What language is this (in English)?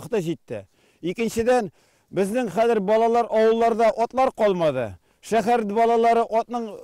Tatar